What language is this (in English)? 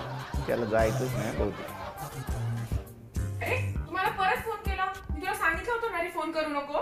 Marathi